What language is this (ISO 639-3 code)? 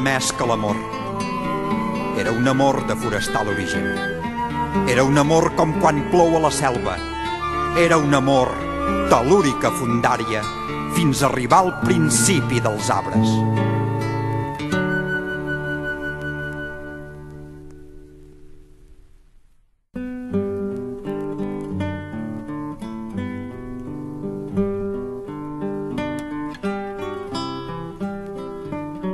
cat